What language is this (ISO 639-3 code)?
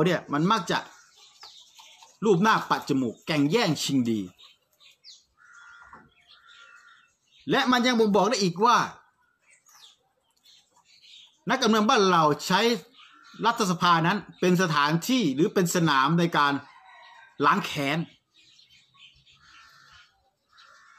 tha